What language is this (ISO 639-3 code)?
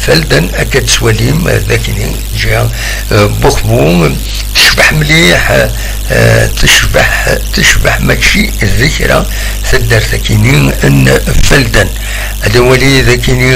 kab